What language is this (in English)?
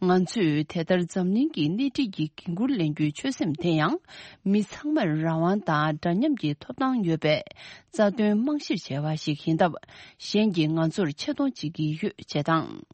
Tibetan